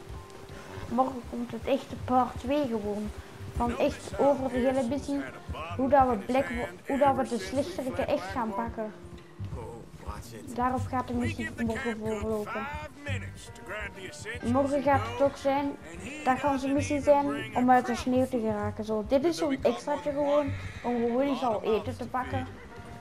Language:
Dutch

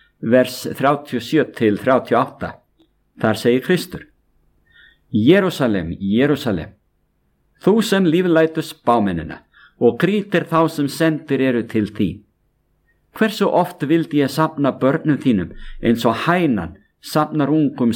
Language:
Icelandic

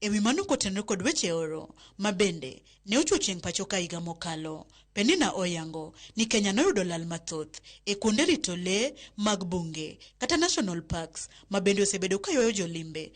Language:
Luo (Kenya and Tanzania)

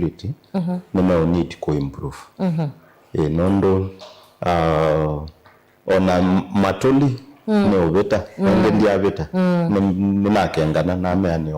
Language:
Kamba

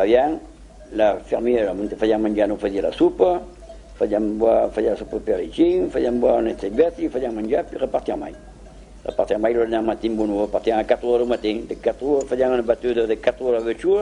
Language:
Occitan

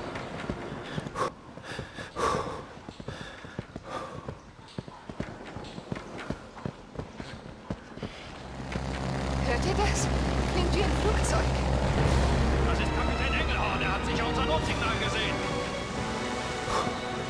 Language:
German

